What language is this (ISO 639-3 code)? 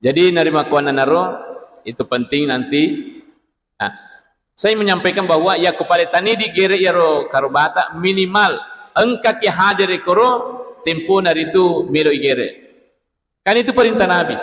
bug